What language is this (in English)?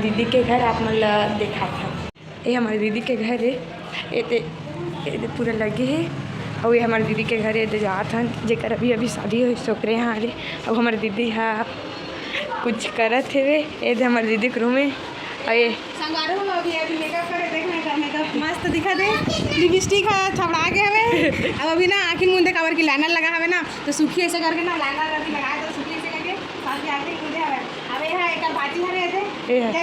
Chhattisgarhi